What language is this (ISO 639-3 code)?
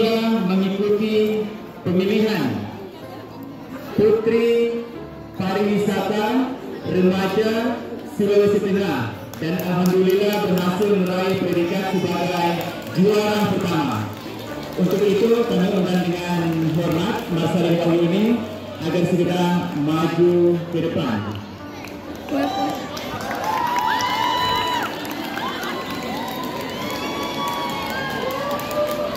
ind